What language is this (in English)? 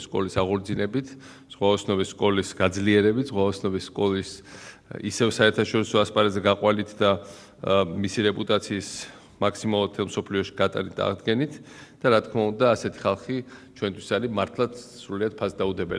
Georgian